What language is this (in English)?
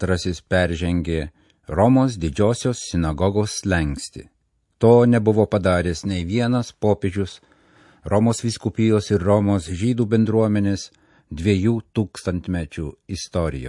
Lithuanian